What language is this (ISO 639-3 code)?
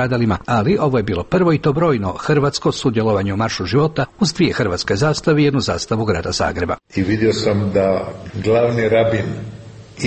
hrv